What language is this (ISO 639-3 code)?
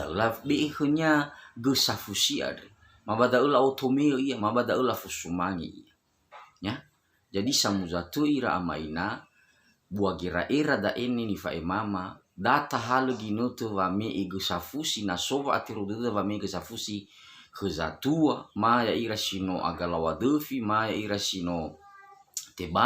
nia